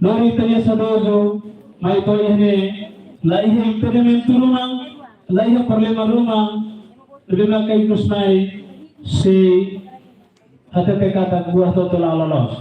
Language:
Tetum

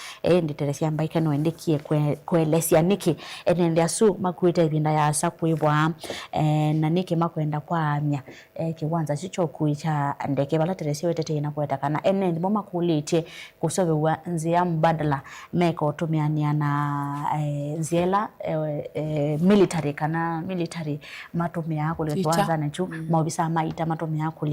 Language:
Kamba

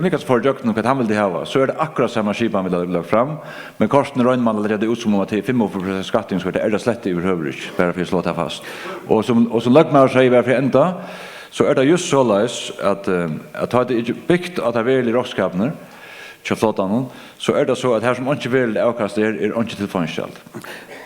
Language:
Faroese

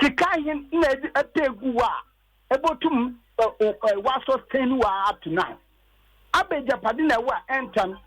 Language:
Akan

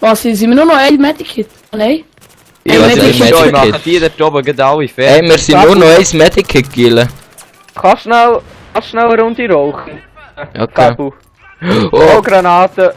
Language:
Swiss German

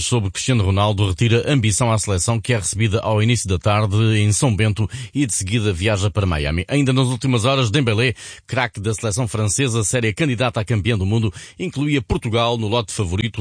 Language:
Portuguese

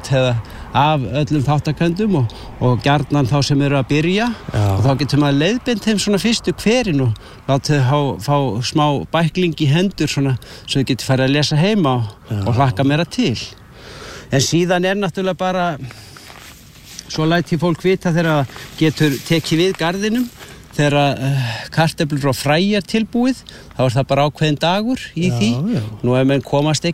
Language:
Icelandic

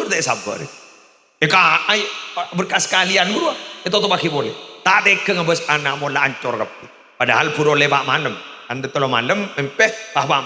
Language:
Madurese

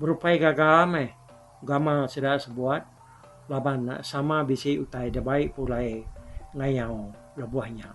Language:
Iban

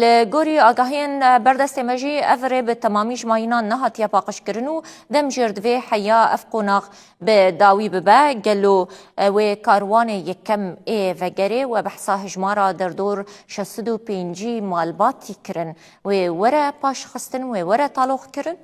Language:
Kurdish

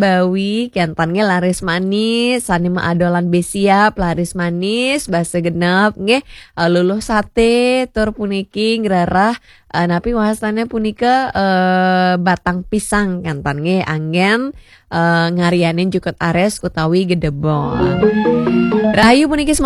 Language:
Balinese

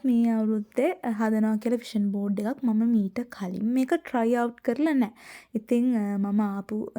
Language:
Sinhala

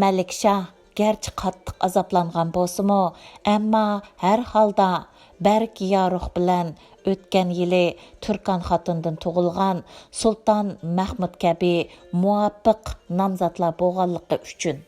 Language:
Uyghur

